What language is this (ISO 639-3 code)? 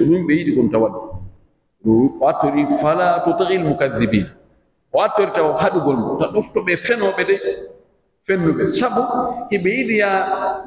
fuf